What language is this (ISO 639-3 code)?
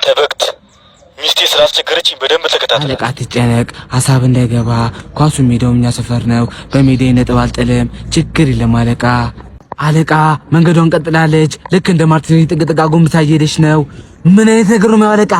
amh